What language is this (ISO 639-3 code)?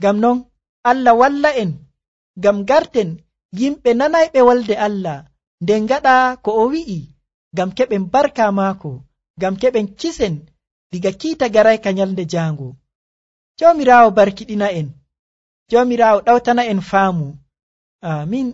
fuv